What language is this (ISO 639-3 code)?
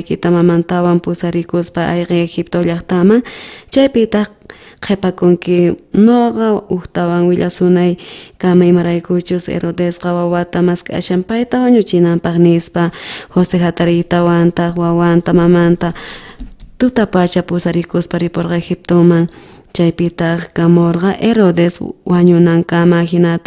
quh